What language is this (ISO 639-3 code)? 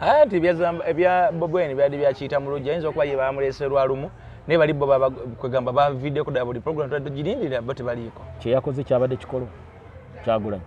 lug